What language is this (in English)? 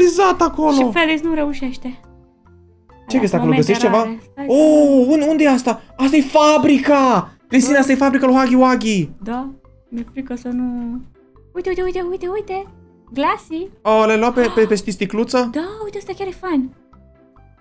Romanian